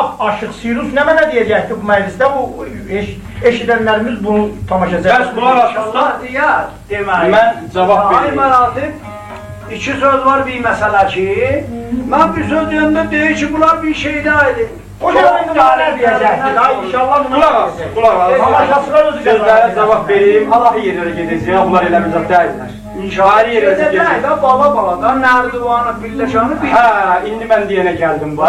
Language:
South Azerbaijani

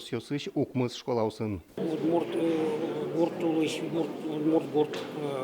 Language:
Udmurt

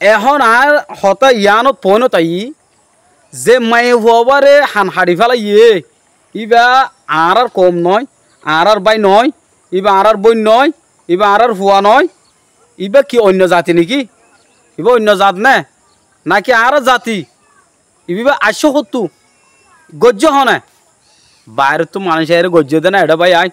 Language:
Rohingya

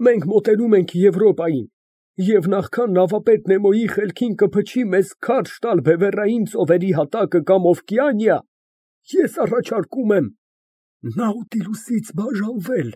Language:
Armenian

